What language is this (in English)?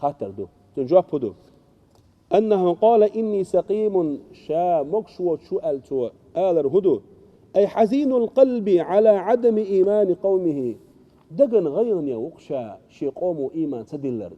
Chechen